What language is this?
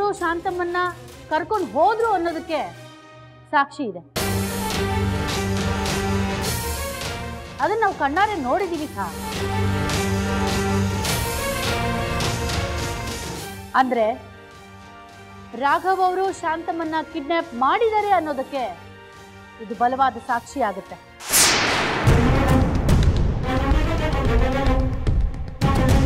Kannada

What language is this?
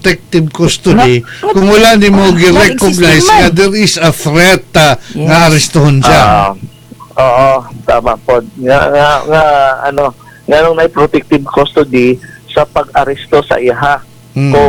Cebuano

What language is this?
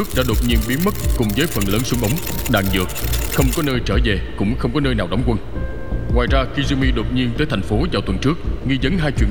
Vietnamese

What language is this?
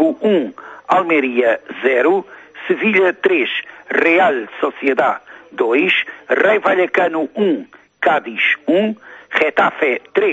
Portuguese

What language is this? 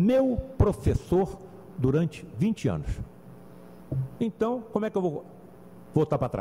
Portuguese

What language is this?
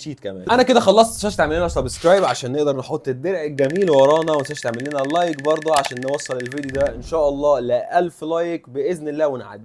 Egyptian Arabic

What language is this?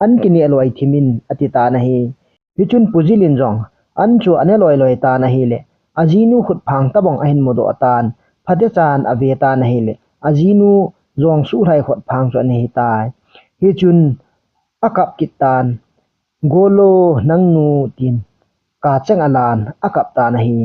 Thado Chin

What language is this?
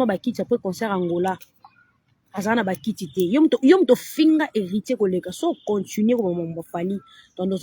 Lingala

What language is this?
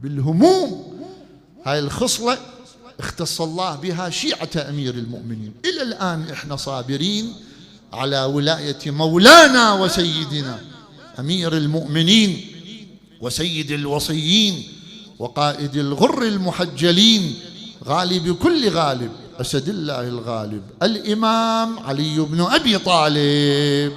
Mesopotamian Arabic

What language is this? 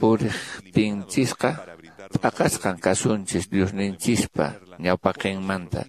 Quechua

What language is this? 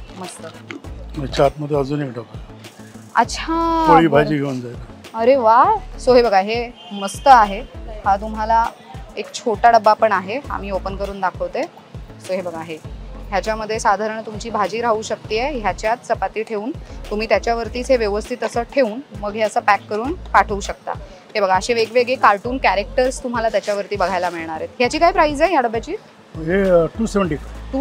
Marathi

